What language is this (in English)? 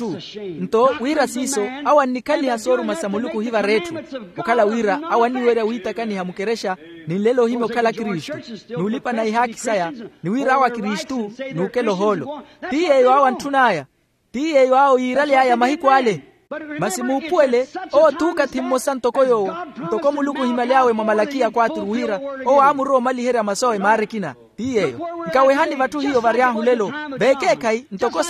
Makhuwa